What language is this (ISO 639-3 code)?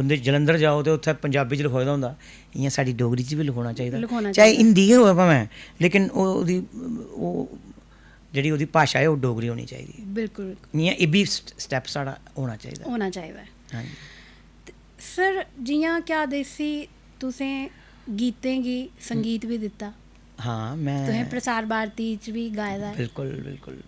doi